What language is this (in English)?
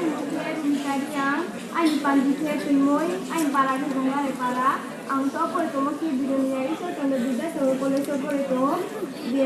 Riang (India)